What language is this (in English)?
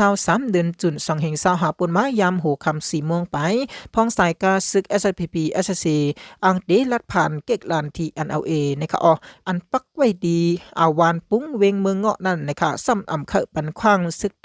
Shan